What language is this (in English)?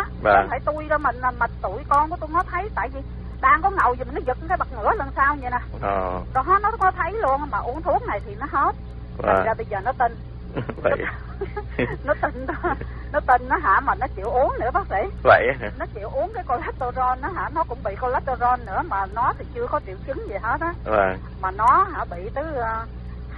Vietnamese